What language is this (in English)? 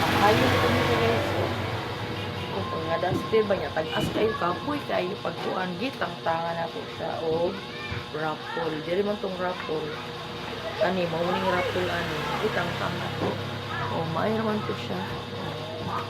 Cebuano